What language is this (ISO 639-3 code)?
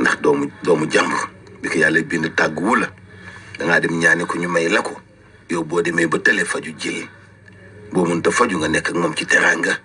wol